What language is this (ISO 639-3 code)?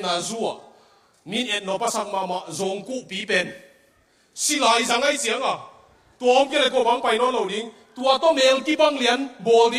ctd